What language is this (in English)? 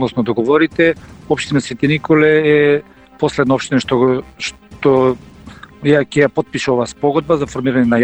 Macedonian